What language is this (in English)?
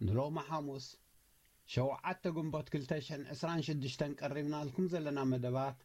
Tigrinya